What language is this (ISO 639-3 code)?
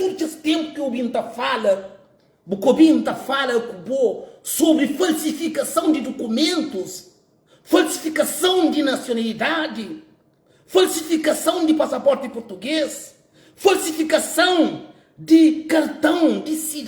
kea